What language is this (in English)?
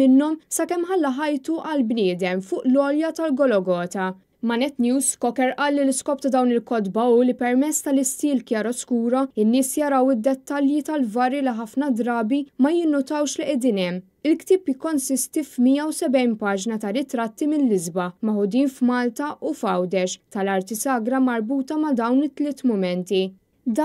Maltese